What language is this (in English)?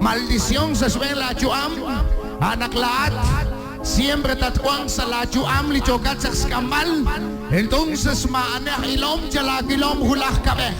Kekchí